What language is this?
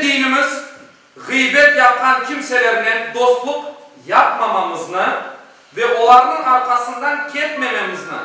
Crimean Tatar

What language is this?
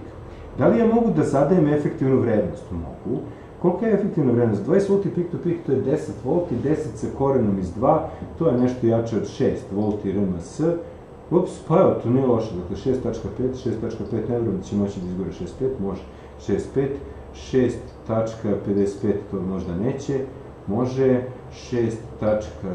Serbian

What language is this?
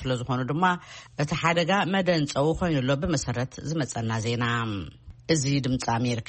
Tigrinya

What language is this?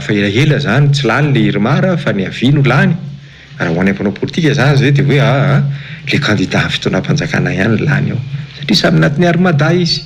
Malagasy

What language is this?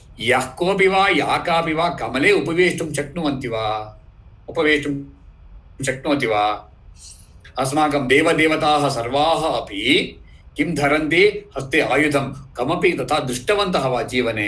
Sanskrit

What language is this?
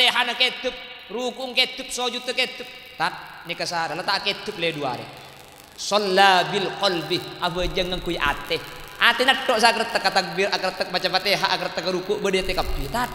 Madurese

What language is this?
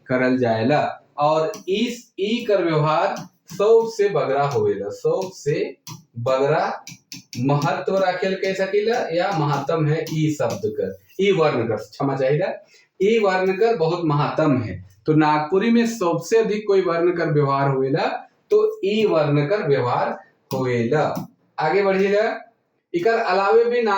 Sadri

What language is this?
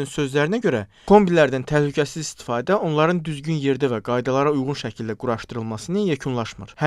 Azerbaijani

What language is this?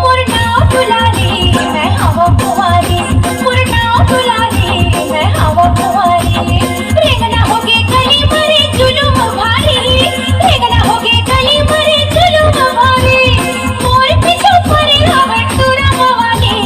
Chhattisgarhi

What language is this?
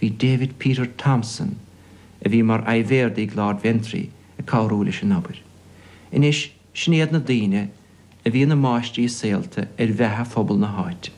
Irish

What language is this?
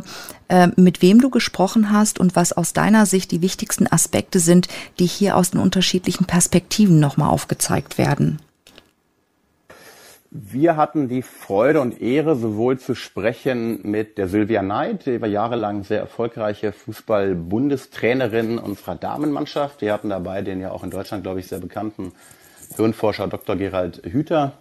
German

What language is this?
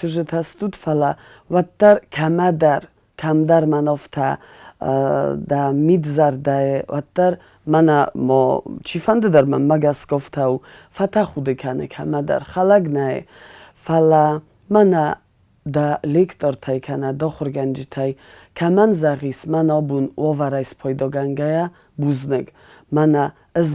Ossetic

